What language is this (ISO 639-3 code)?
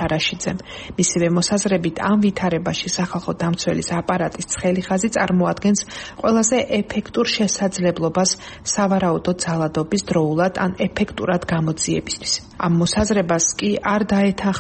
kat